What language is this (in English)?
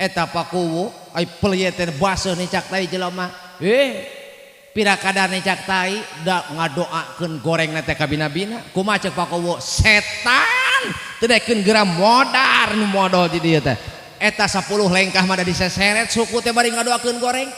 Sundanese